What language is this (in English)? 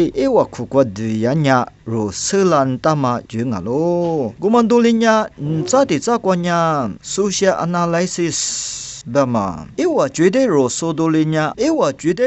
Lisu